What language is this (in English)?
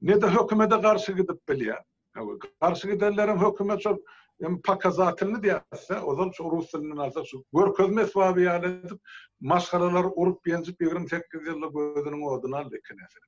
Turkmen